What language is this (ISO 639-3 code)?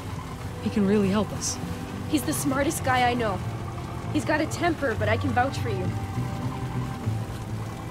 eng